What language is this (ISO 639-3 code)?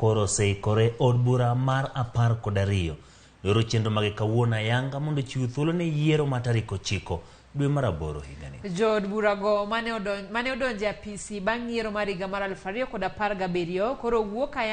luo